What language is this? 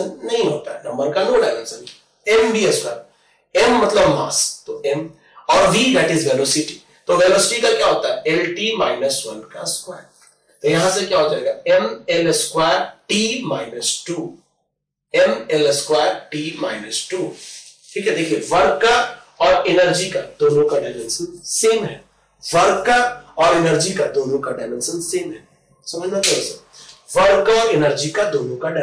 Hindi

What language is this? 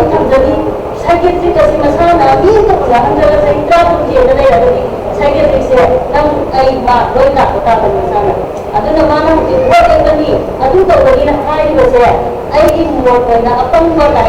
Manipuri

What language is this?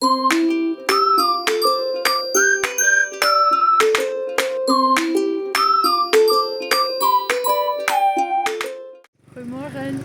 Western Frisian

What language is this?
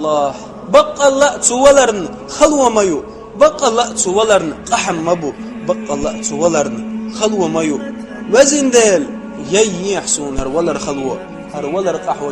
Chechen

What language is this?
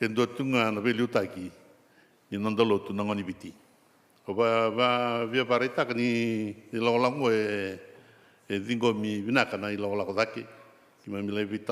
Fijian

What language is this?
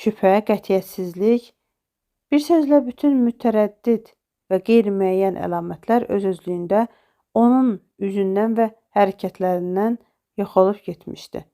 Azerbaijani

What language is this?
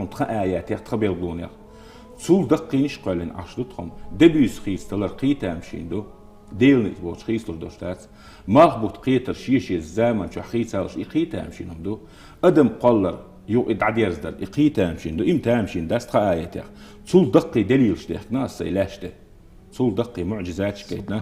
Chechen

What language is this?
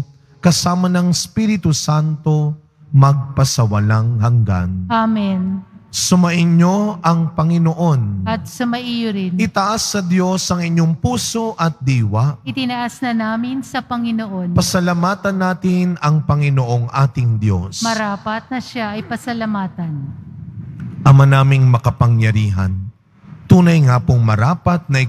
Filipino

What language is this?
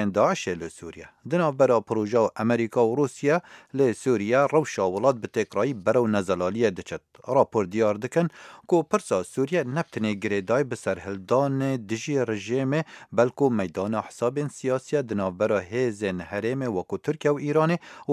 Kurdish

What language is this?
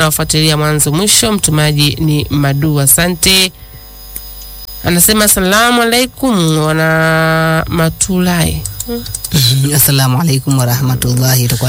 Swahili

